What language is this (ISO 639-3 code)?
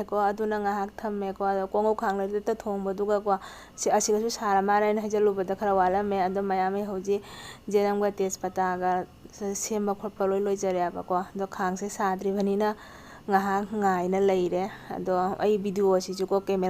mni